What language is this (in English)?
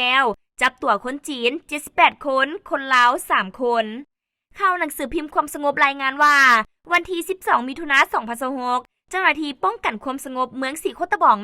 Lao